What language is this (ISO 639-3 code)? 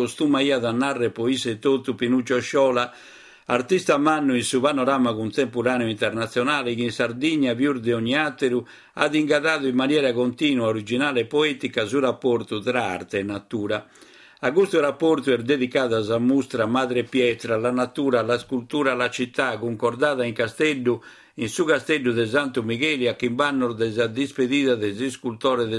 srd